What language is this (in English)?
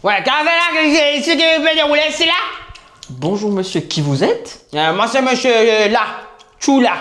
Morisyen